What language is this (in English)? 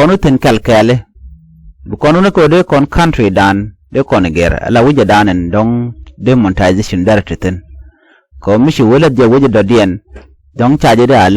Nuer